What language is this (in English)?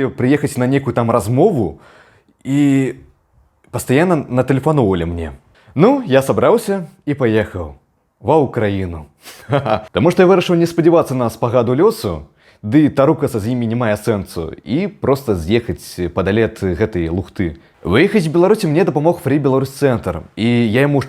Belarusian